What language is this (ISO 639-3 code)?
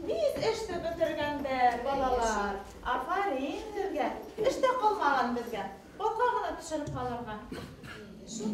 bak